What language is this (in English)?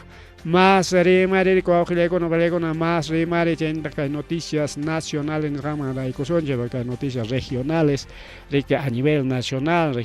Ayacucho Quechua